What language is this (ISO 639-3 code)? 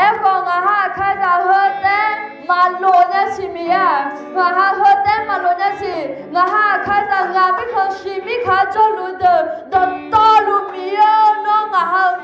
ahk